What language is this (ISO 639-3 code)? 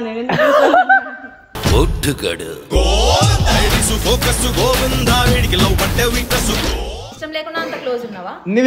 tel